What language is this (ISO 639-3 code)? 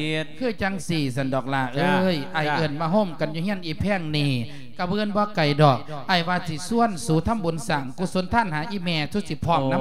lao